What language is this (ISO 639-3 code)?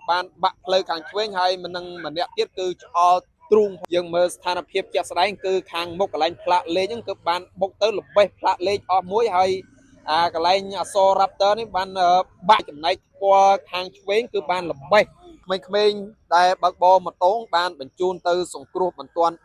khm